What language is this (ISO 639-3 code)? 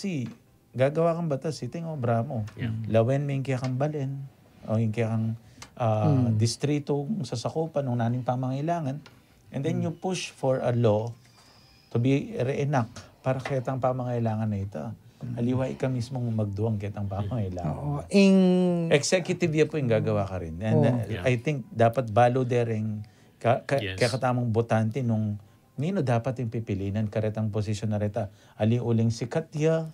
pam